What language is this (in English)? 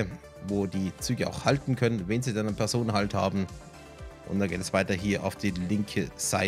German